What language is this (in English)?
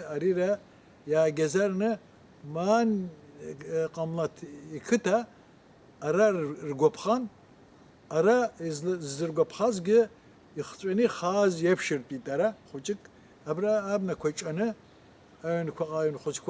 Abkhazian